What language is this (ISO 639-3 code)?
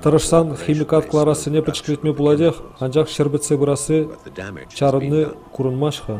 chv